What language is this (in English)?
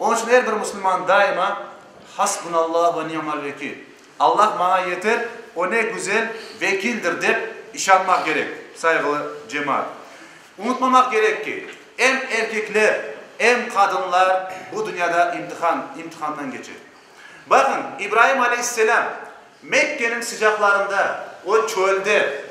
Crimean Tatar